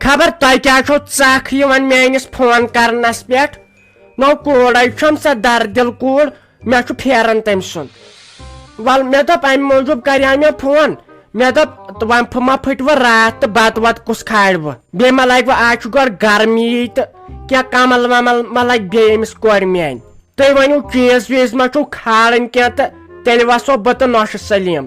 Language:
Kashmiri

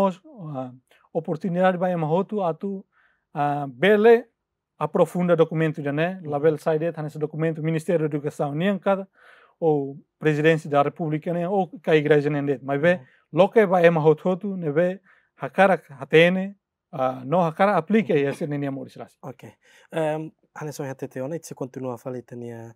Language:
Tetum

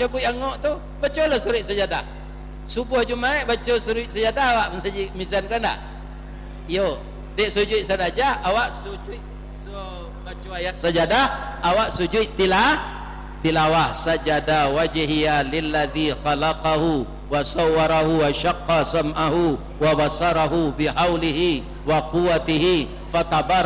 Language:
Minangkabau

